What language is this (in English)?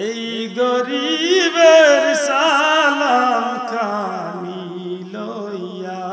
Sylheti